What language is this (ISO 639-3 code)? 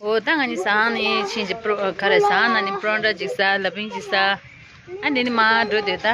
bod